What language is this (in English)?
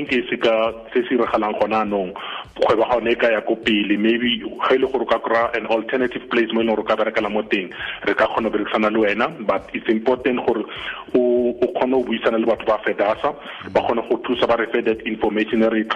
Tswana